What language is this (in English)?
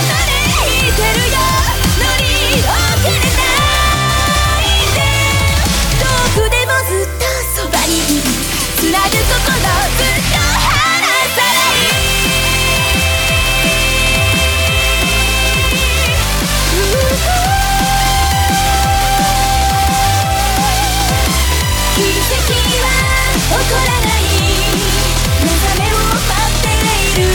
Japanese